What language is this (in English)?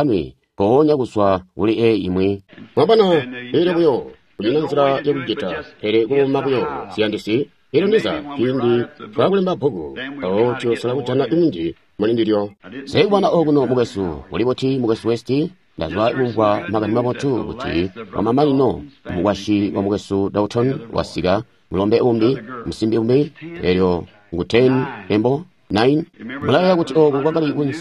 Tonga (Zambia)